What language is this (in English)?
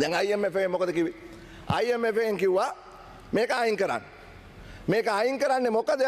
Sinhala